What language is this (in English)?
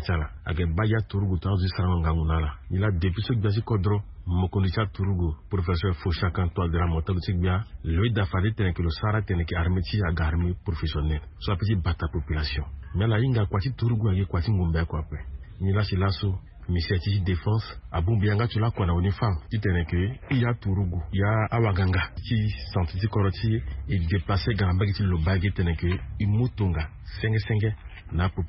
Sango